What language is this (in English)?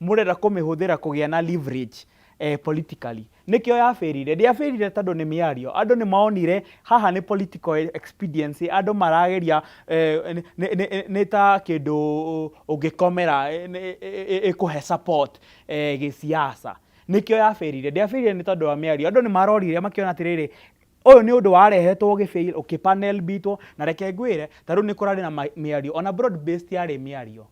Kikuyu